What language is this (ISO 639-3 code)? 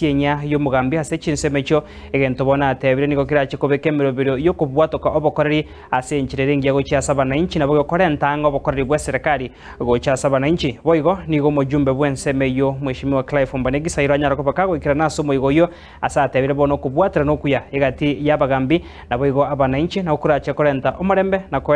guz